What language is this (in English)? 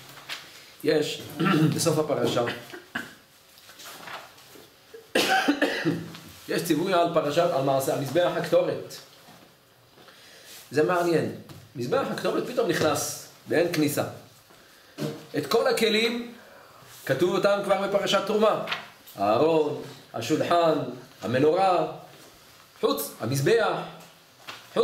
Hebrew